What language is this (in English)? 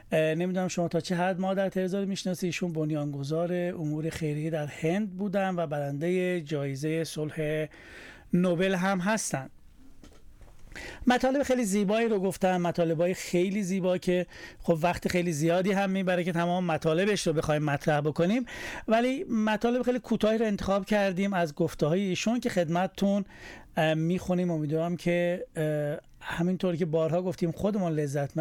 Persian